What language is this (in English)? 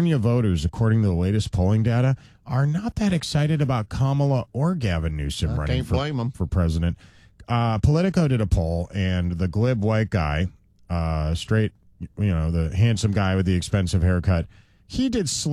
English